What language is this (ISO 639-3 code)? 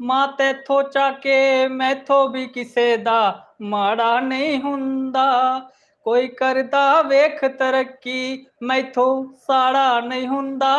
doi